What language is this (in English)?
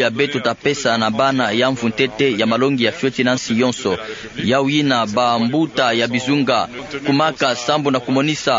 Kituba (Democratic Republic of Congo)